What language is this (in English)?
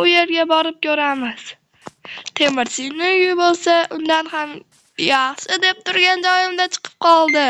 Uzbek